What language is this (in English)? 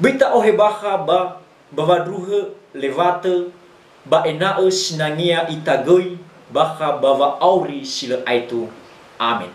Nias